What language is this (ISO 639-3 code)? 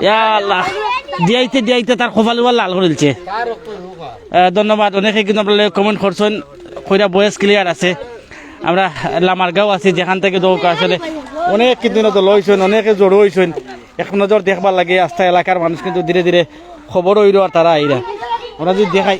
syl